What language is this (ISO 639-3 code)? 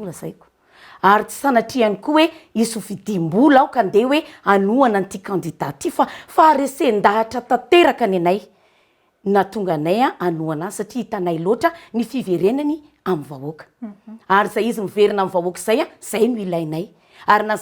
mlg